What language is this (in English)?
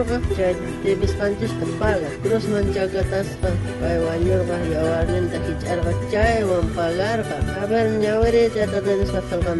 South Bolivian Quechua